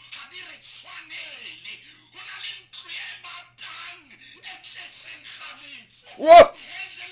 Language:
Southern Sotho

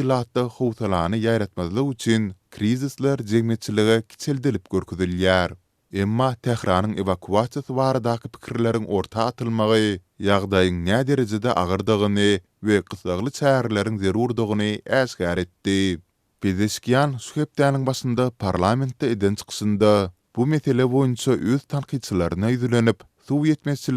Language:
Turkmen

